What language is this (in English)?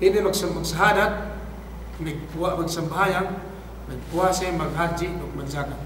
Yakan